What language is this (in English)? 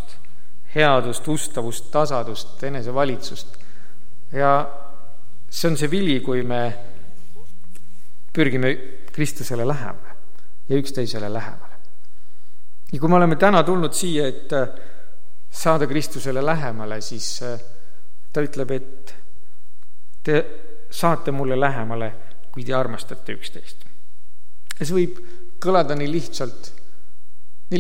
Estonian